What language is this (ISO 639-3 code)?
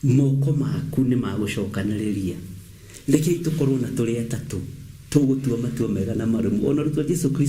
kik